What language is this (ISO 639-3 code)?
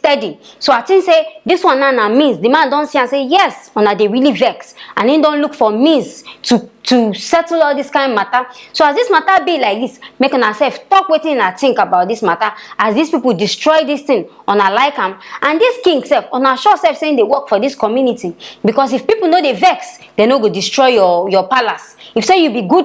pcm